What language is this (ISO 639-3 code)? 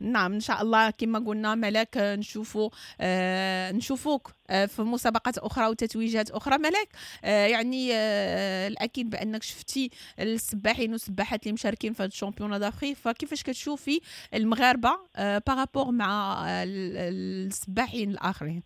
ary